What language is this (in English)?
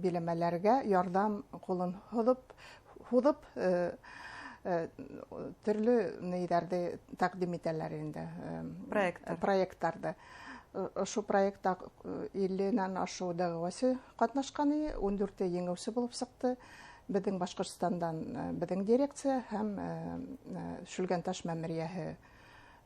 Bashkir